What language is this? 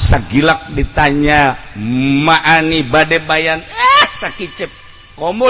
Sundanese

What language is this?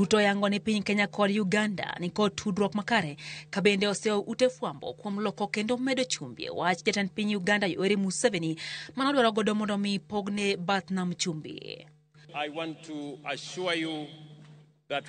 Luo (Kenya and Tanzania)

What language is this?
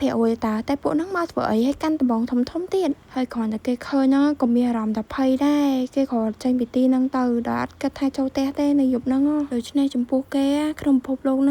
Khmer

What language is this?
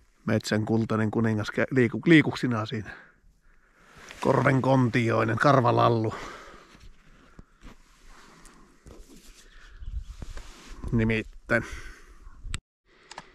Finnish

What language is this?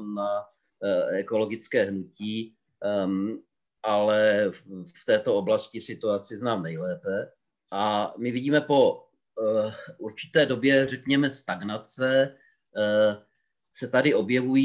Czech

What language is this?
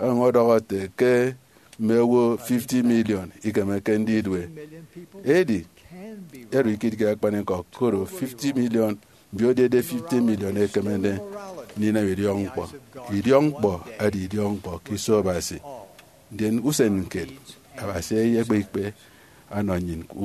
Efik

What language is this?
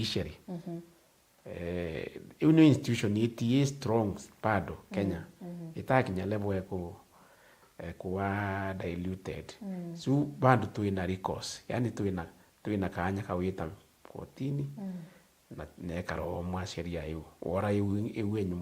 Meru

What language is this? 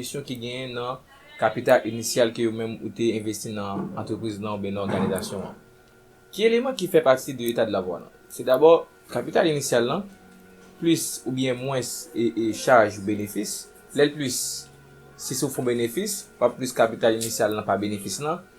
Haitian Creole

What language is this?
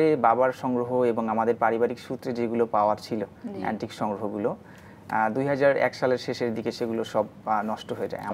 Bangla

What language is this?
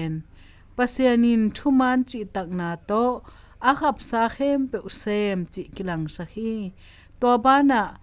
Tedim Chin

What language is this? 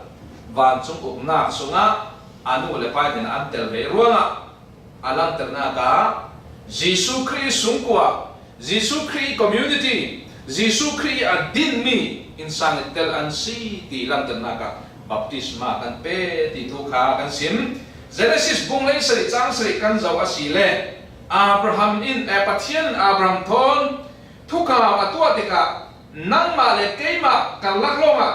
Falam Chin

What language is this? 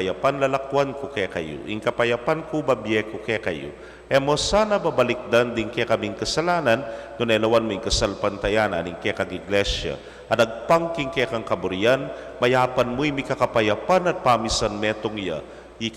Pampanga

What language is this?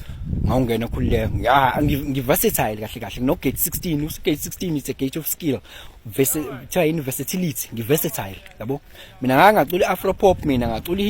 Zulu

